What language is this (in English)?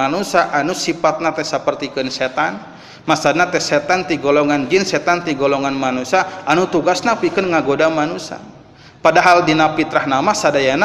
Sundanese